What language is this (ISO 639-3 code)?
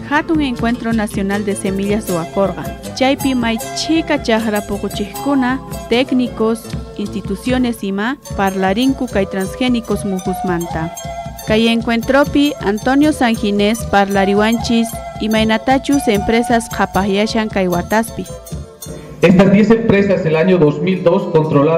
quh